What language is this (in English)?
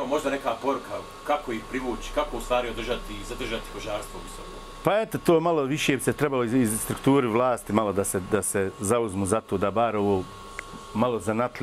Bosnian